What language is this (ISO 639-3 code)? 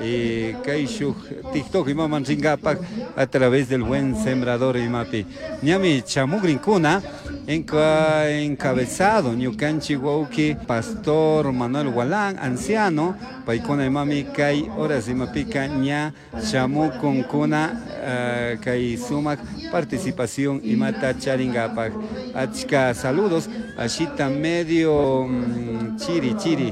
qug